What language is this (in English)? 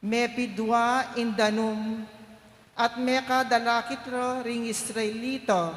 Pampanga